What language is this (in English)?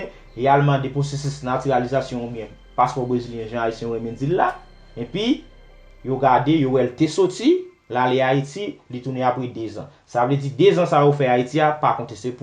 Haitian Creole